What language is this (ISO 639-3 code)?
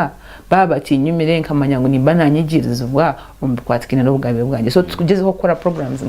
nyn